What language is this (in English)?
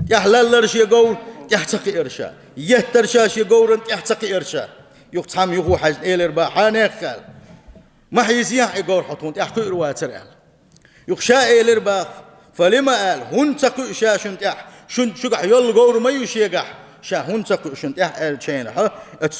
Chechen